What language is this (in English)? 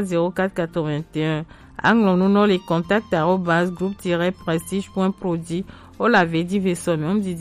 Gen